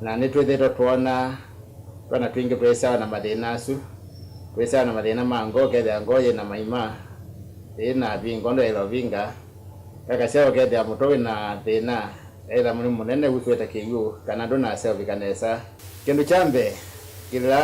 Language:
Kamba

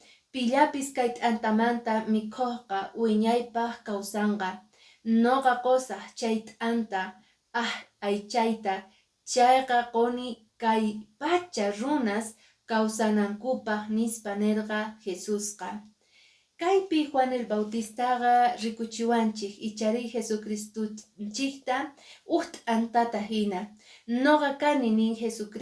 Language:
Quechua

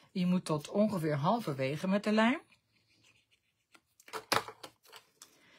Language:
Dutch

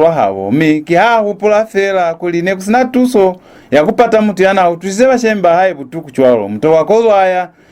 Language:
Lozi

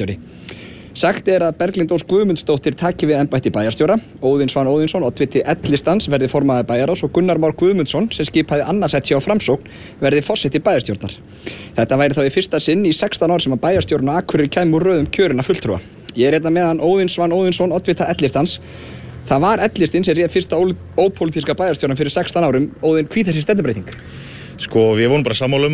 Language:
Icelandic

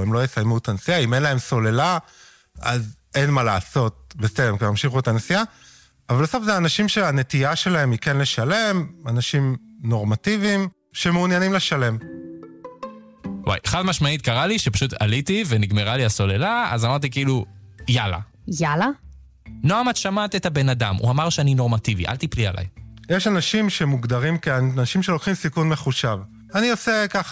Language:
Hebrew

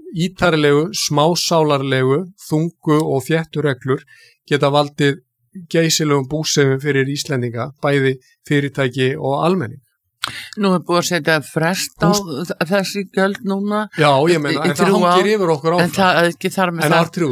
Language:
Icelandic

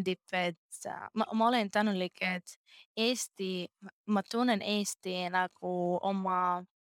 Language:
Estonian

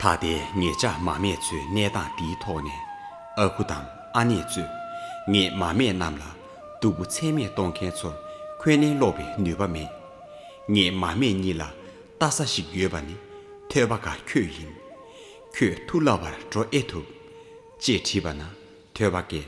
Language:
Tibetan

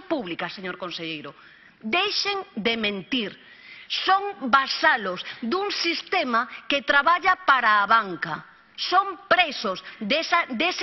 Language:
Galician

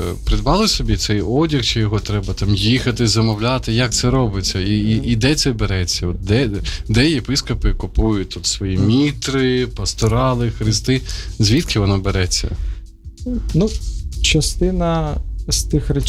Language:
Ukrainian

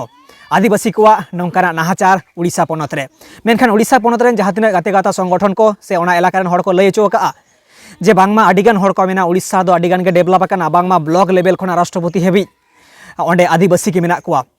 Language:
Santali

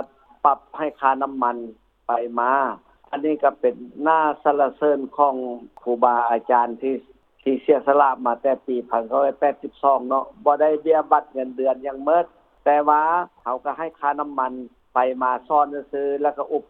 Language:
Lao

